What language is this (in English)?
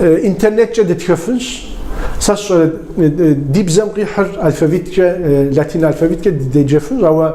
Kabardian